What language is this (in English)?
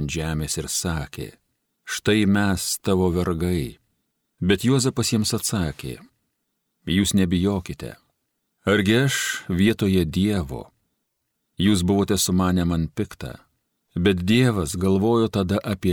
Lithuanian